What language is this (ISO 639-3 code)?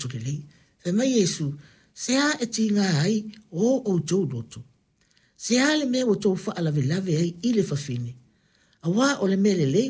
smo